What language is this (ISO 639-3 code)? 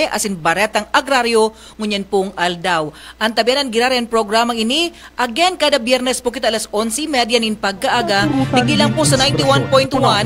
bik